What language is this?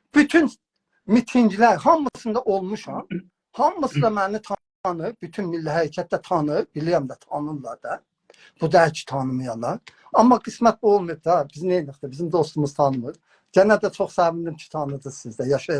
South Azerbaijani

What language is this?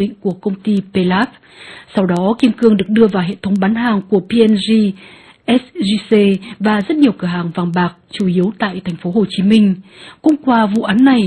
Vietnamese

